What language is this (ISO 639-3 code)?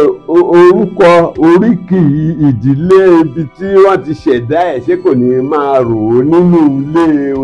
yor